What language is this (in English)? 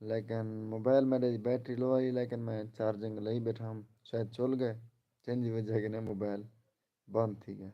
Saraiki